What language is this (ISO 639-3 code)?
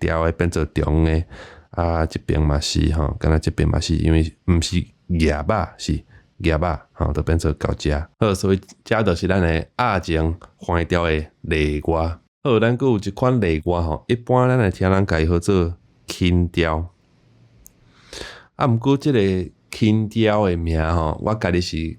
nan